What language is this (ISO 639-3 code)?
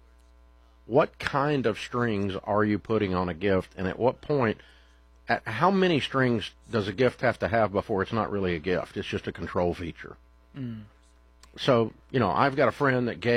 eng